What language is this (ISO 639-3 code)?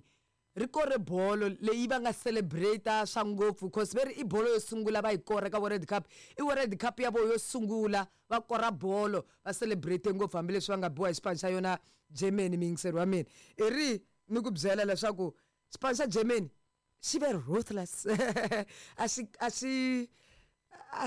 tso